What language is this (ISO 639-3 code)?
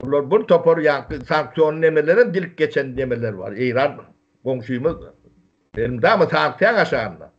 tuk